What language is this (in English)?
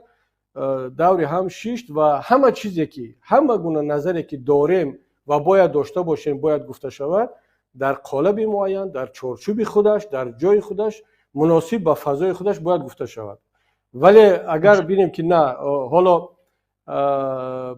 Tajik